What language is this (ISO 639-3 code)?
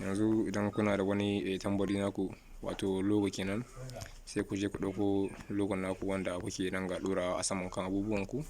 hau